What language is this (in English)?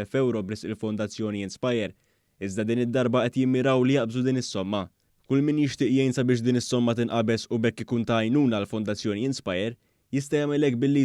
Maltese